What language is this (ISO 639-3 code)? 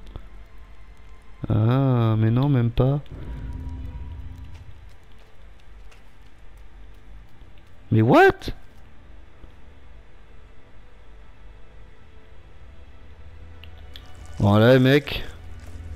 fra